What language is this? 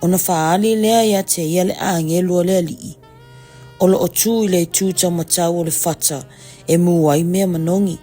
Samoan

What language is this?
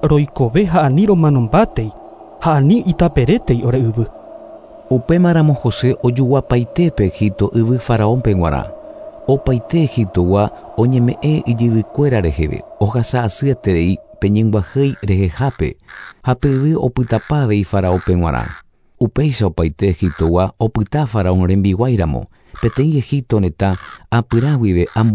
Guarani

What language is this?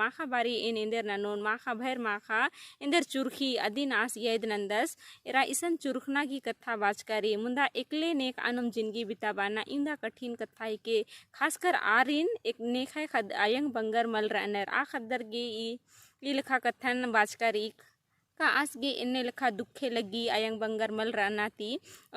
Kurukh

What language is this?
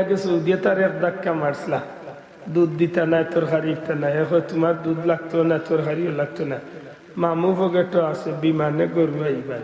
Sylheti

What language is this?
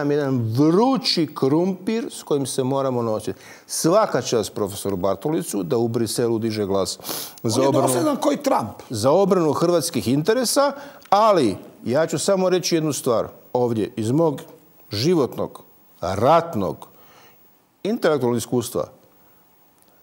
Croatian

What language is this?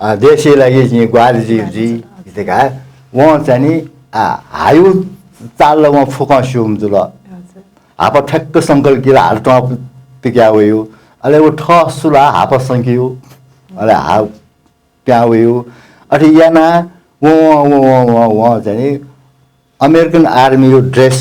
Newari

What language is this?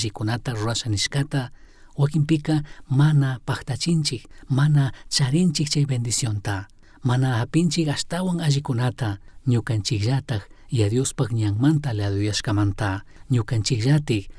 Chimborazo Highland Quichua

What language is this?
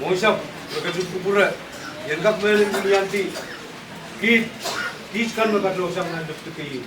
Pohnpeian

